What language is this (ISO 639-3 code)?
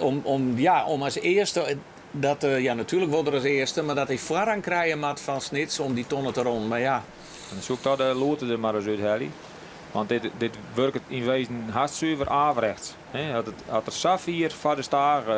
fry